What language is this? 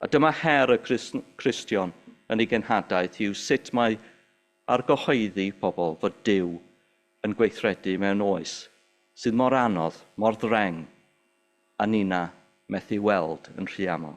Welsh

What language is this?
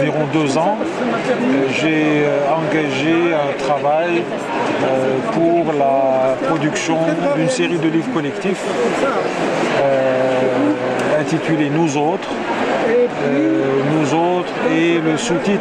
French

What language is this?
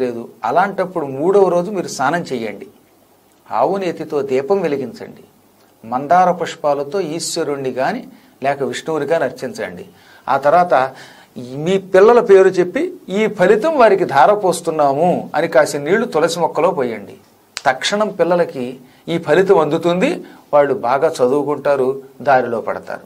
Telugu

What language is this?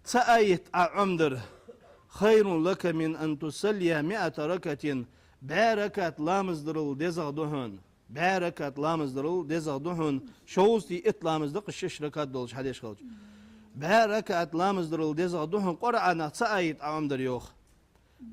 Ingush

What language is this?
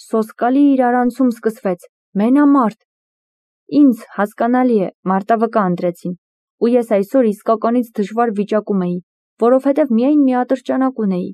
Armenian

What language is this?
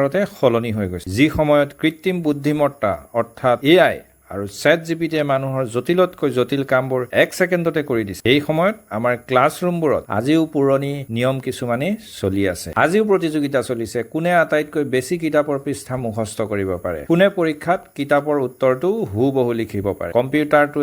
Assamese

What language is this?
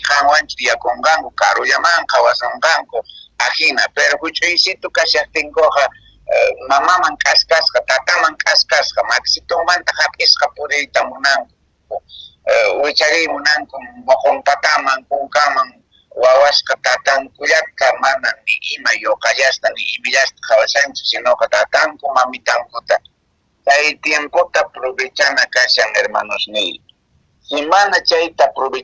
Quechua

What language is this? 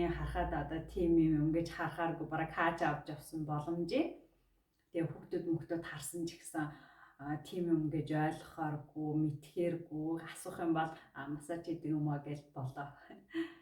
Mongolian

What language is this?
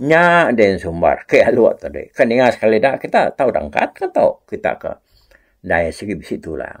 Iban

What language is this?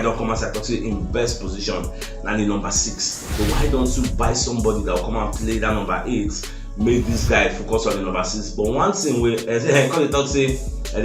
Nigerian Pidgin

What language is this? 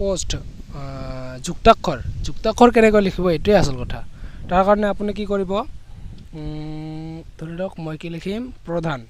Assamese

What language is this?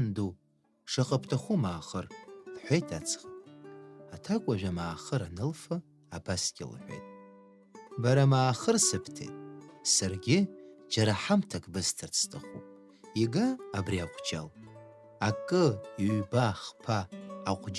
Abkhazian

